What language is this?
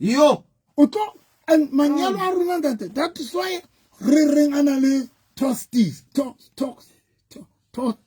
Southern Sotho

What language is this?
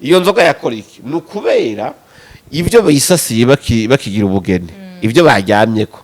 Rundi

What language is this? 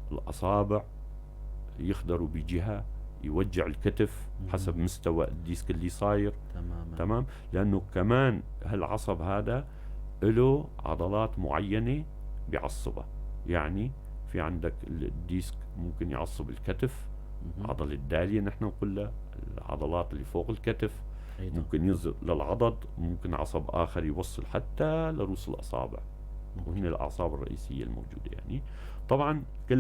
North Levantine Arabic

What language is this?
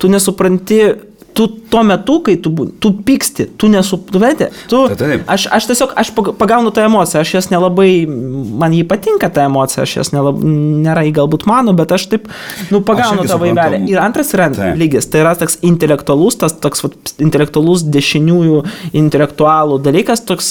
Lithuanian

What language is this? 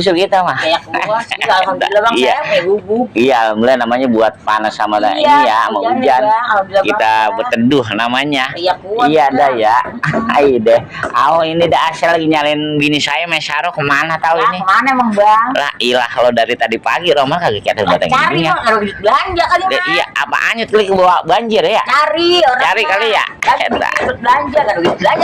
Betawi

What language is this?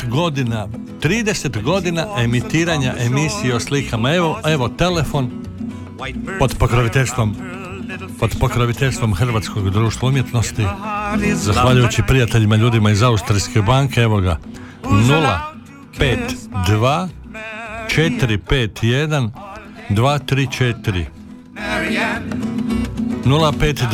Croatian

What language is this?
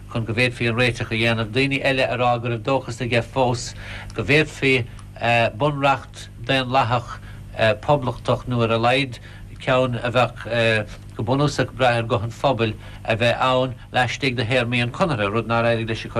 Irish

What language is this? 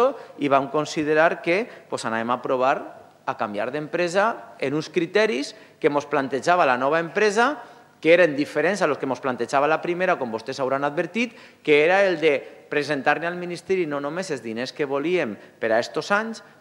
Catalan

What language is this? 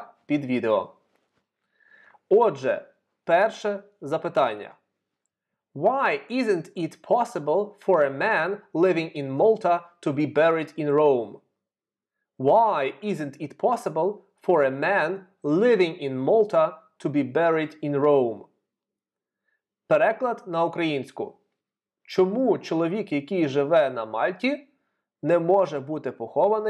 Ukrainian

